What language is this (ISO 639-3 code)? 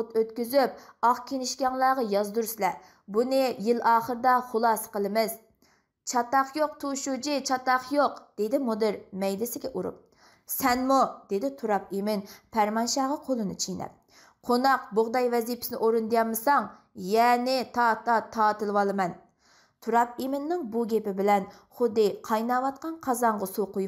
uig